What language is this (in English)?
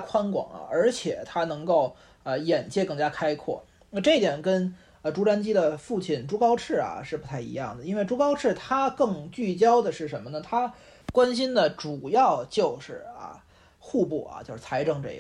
Chinese